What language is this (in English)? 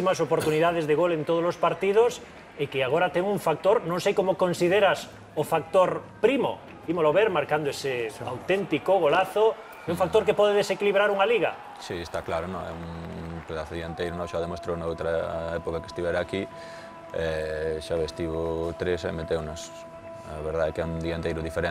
Galician